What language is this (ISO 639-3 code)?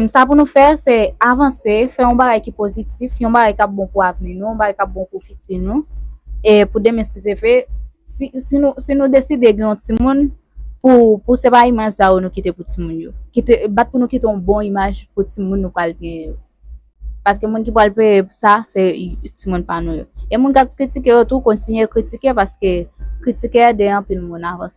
hat